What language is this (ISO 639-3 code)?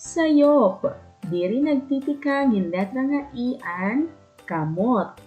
war